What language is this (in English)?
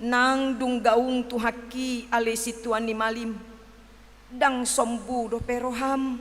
Batak Toba